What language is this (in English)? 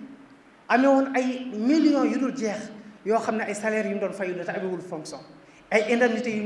Wolof